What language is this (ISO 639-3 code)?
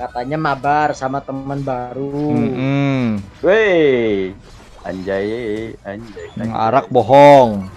bjn